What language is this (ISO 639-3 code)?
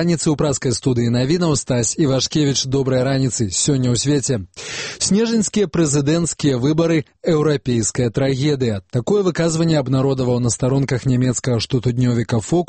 bel